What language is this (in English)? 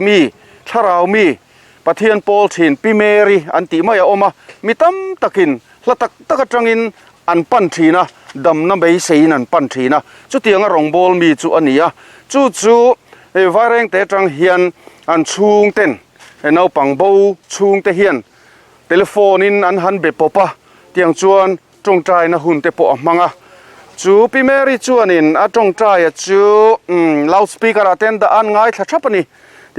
Mizo